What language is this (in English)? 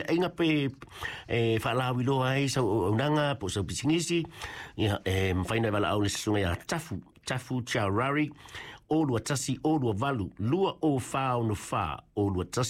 Samoan